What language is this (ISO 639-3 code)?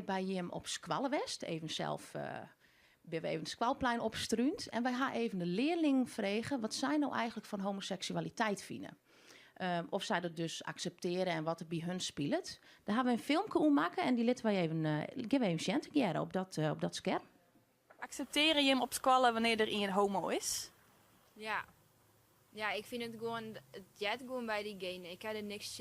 fry